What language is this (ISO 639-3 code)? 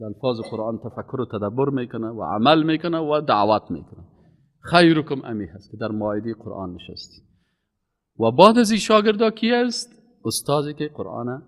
fas